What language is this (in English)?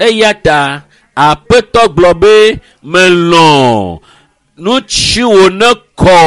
Ewe